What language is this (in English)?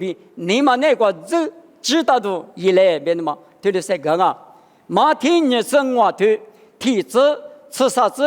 Lisu